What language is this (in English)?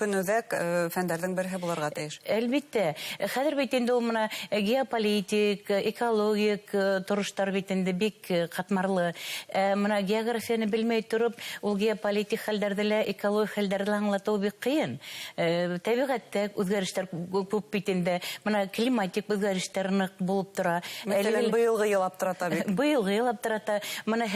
Bashkir